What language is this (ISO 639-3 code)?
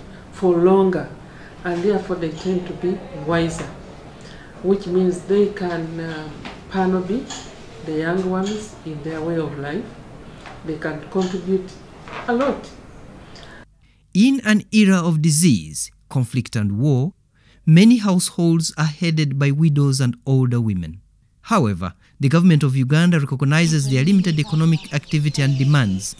eng